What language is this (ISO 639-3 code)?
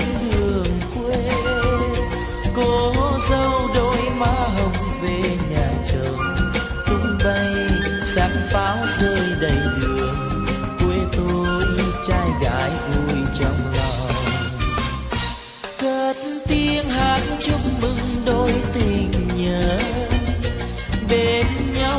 vie